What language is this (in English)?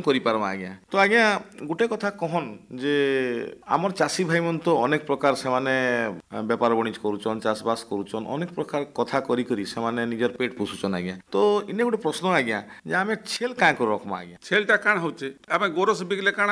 Odia